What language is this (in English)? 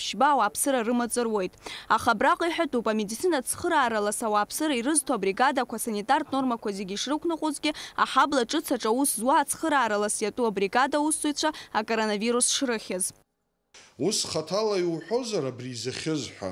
Abkhazian